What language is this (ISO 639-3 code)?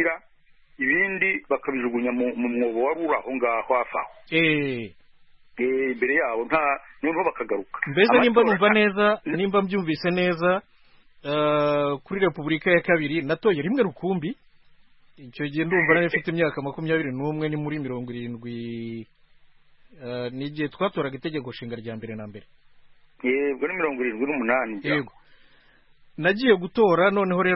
kin